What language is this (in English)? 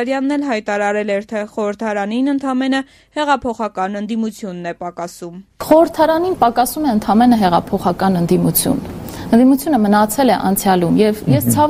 Armenian